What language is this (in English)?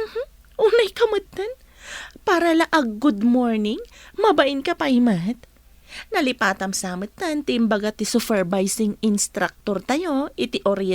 Iloko